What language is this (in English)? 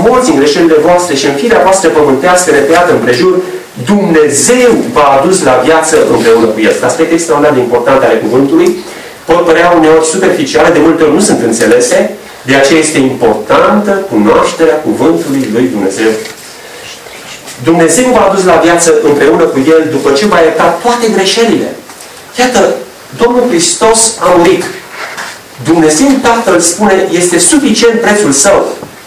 Romanian